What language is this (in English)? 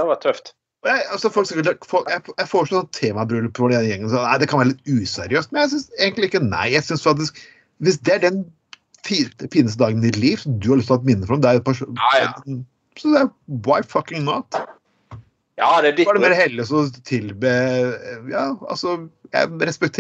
Norwegian